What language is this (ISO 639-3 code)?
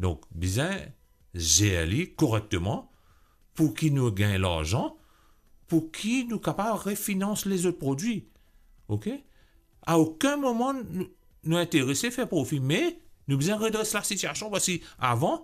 mfe